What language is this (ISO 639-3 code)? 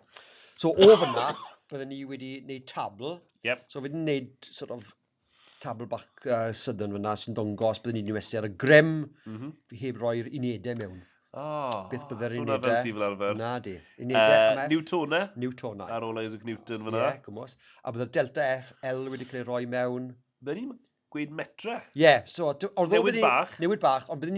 cym